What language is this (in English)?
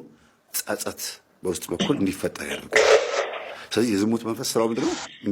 Amharic